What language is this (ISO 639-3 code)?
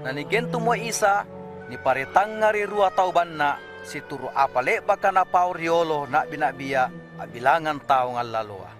mak